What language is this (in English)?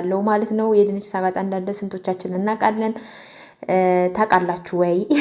Amharic